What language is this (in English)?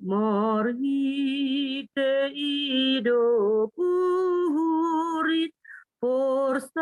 Batak Simalungun